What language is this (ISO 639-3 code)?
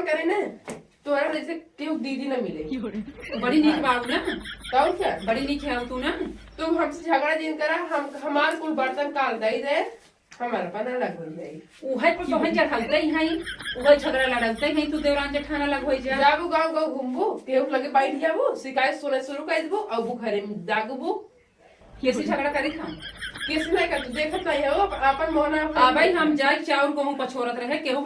awa